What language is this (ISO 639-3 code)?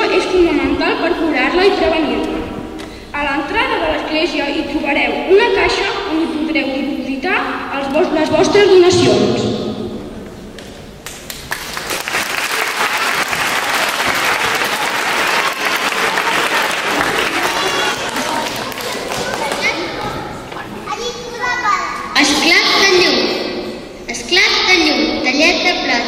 cat